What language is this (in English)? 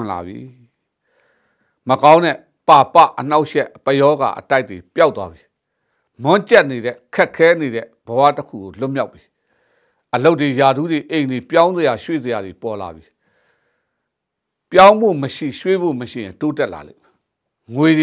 Burmese